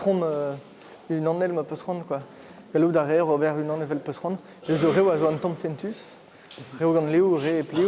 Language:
Breton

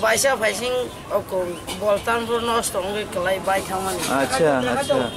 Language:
Kok Borok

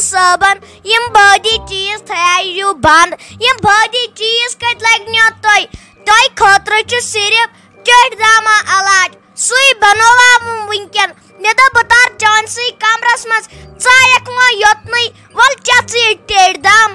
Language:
Kashmiri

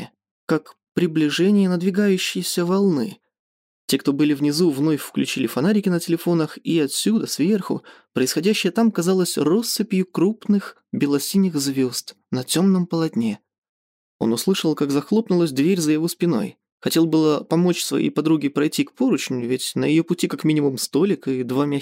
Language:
Russian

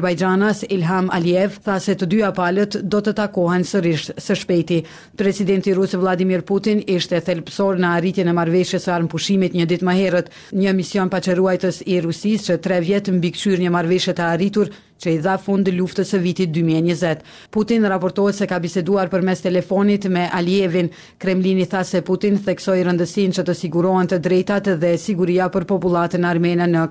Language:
Albanian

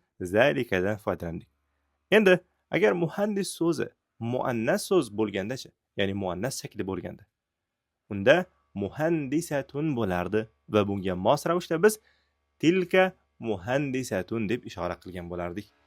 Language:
Uzbek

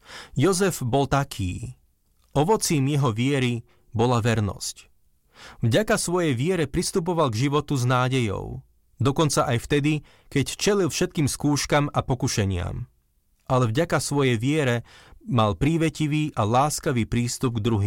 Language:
Slovak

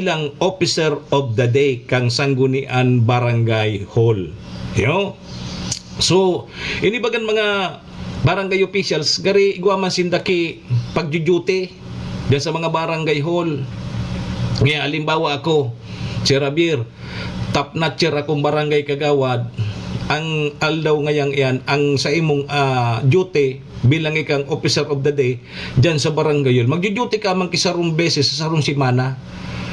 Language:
Bikol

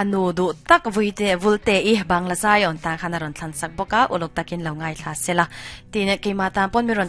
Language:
Mizo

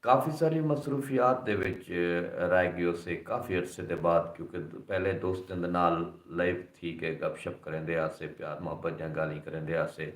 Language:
Saraiki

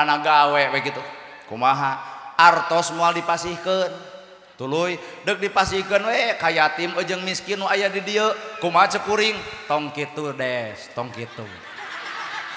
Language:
Sundanese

